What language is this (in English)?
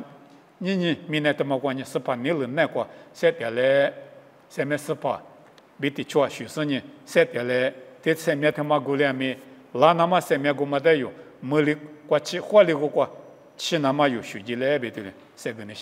Lisu